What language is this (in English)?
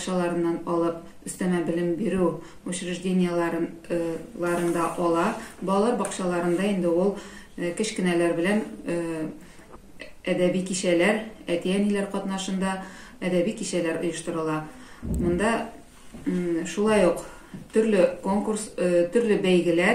Tatar